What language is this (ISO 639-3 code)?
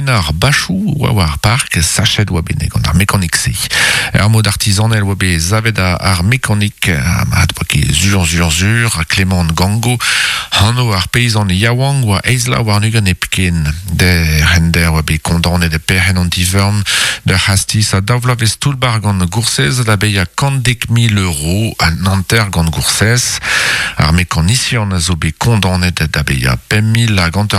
bre